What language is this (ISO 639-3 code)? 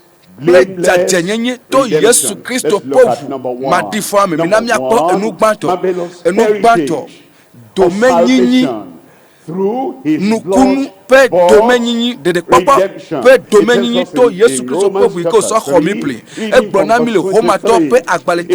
ewe